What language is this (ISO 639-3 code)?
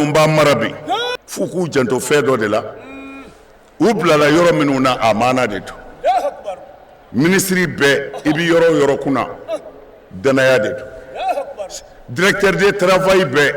bam